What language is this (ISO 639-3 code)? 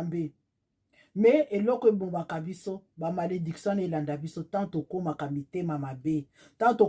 lin